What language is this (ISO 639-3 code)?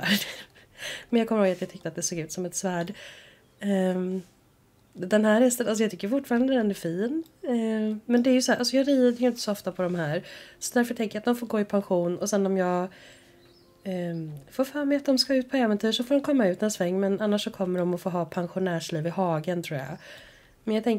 swe